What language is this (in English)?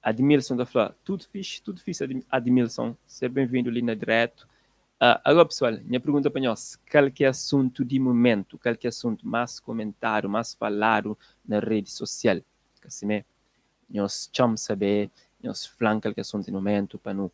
Kabuverdianu